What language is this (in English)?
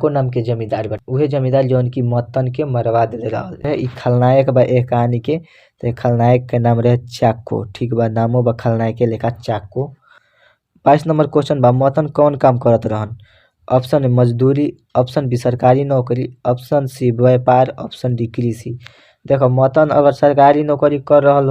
Bhojpuri